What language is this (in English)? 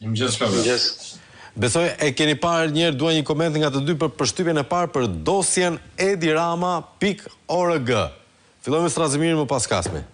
Albanian